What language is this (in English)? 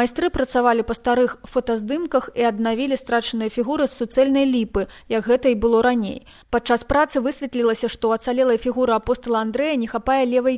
Belarusian